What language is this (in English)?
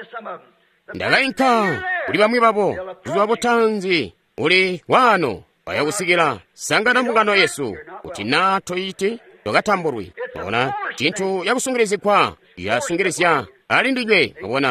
Tonga (Zambia)